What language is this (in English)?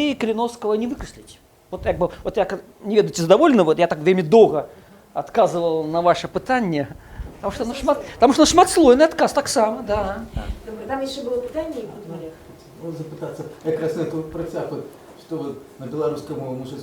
Belarusian